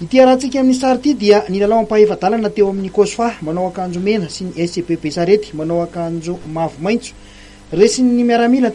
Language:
Malagasy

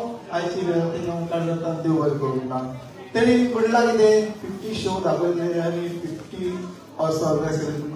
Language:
Konkani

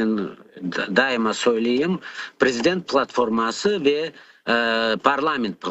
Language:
Crimean Tatar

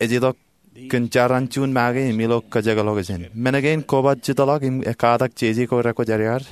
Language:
Marshallese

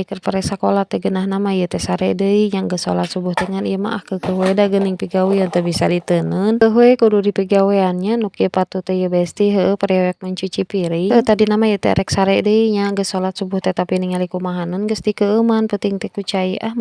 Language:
Sundanese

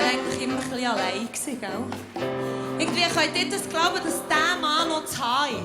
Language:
Swiss German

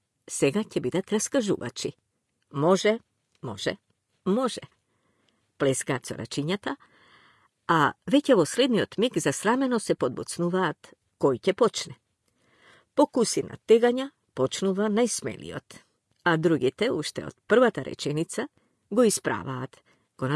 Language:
Macedonian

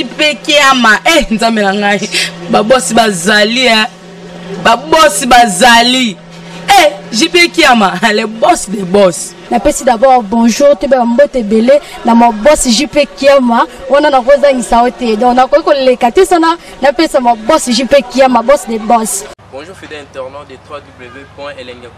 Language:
Lingala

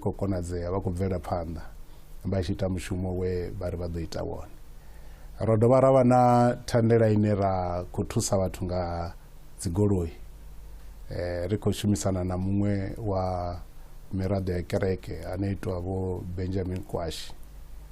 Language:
Venda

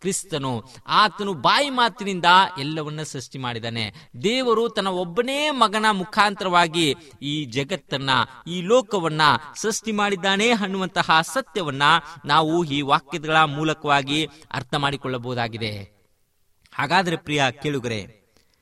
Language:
Kannada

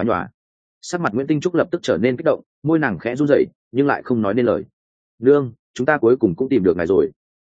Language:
Vietnamese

